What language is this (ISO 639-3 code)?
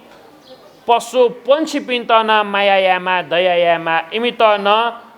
new